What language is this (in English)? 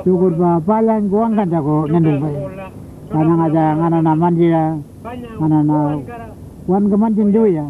Pitjantjatjara